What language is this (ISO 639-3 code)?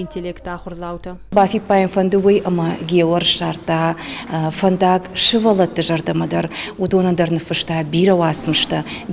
oss